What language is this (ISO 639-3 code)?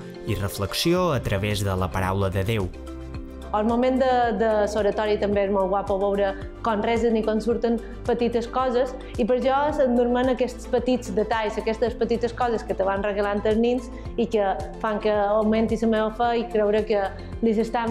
cat